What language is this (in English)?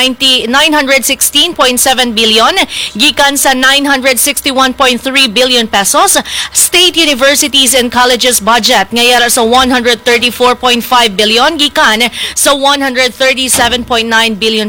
Hiligaynon